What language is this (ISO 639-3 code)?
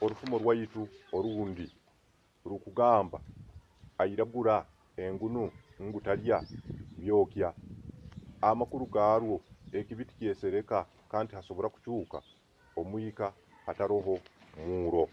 nyo